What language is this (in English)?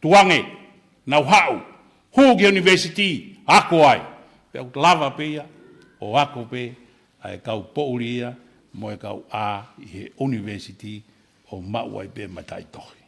Tongan